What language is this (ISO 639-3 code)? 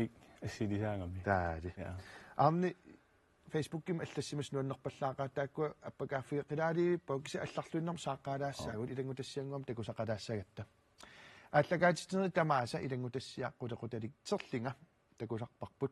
kal